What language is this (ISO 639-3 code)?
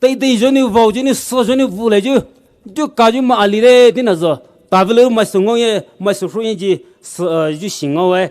pmx